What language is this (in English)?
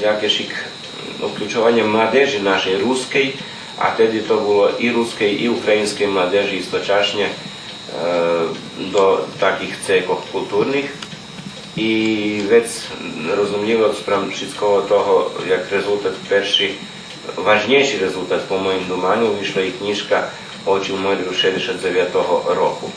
Rusyn